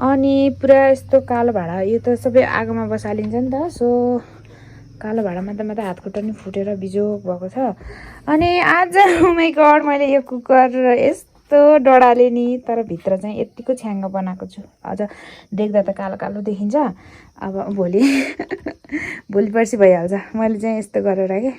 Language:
Nepali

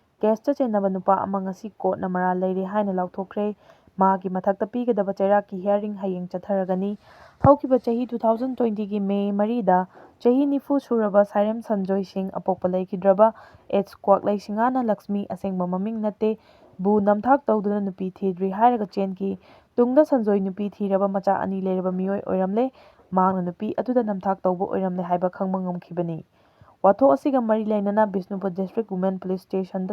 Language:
Manipuri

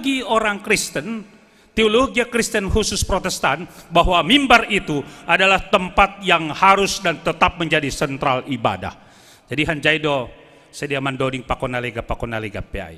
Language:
Batak Simalungun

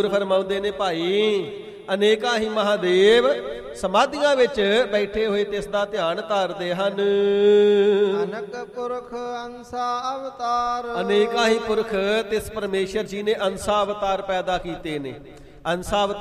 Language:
Punjabi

